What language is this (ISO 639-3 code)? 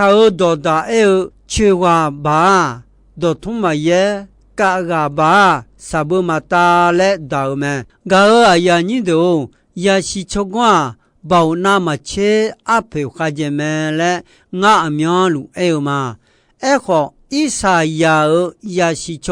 ahk